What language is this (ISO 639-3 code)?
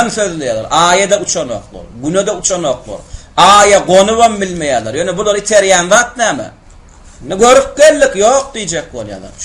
tuk